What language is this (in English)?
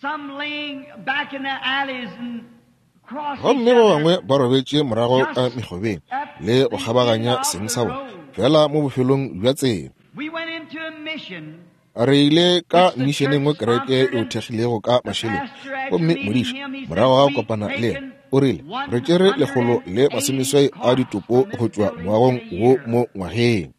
Northern Sotho